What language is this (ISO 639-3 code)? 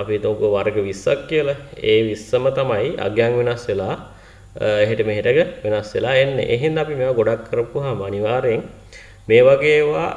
sin